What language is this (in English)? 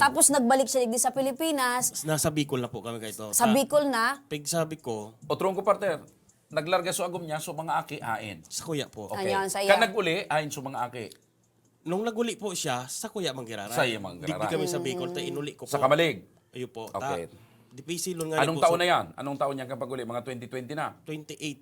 Bikol